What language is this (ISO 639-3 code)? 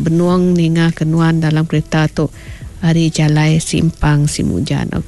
iba